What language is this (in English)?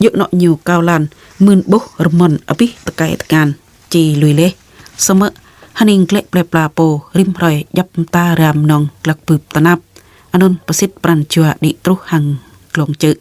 Jarai